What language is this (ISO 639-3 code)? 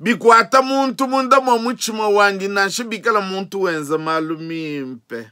lua